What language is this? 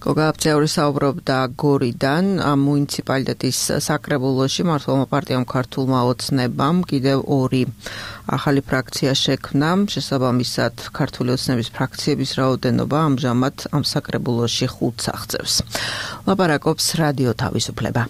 Georgian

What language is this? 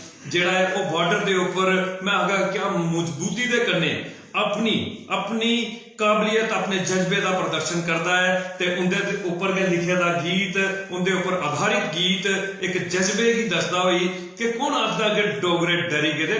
Dogri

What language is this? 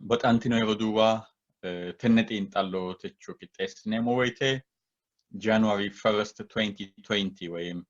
Sidamo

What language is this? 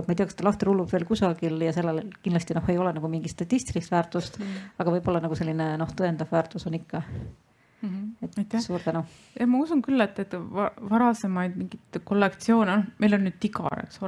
Estonian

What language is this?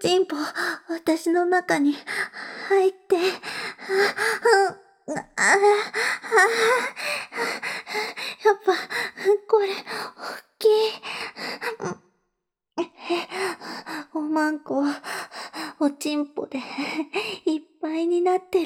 Japanese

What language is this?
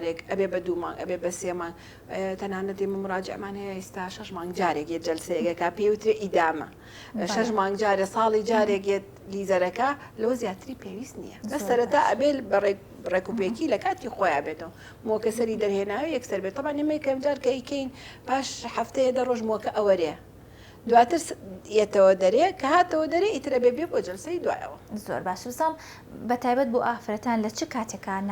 Central Kurdish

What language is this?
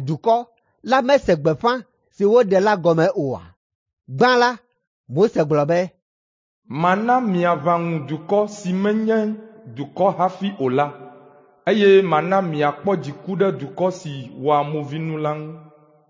Ewe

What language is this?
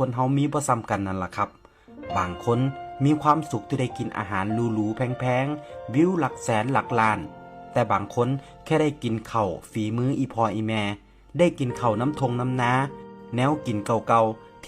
Northeastern Thai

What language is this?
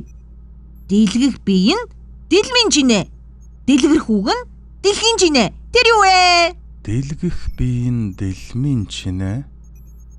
Mongolian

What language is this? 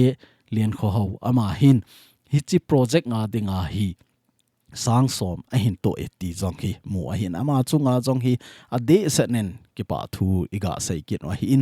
Thado Chin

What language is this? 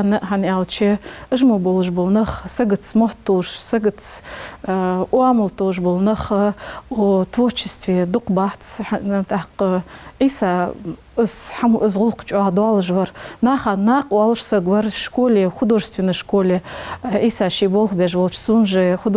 Ingush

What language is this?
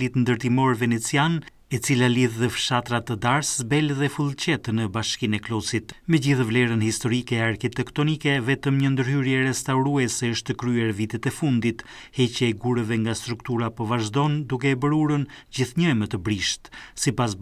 Albanian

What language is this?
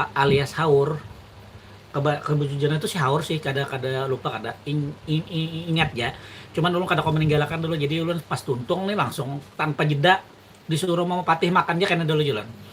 Banjar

